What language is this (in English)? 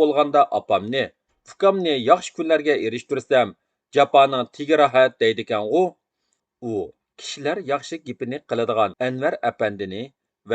Uyghur